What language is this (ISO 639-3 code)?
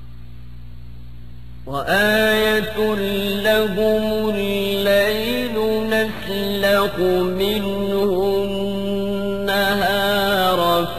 ara